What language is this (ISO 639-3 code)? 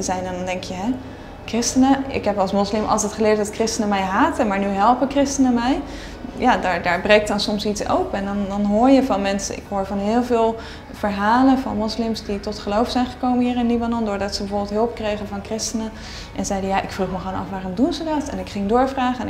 nld